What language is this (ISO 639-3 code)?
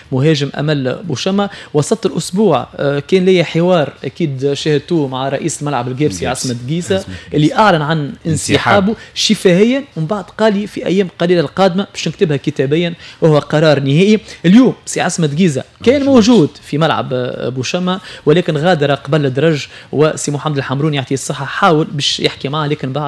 aeb